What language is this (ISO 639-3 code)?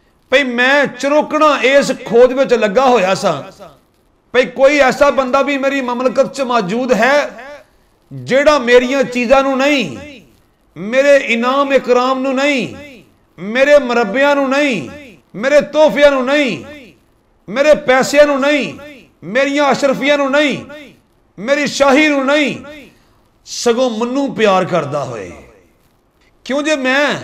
pan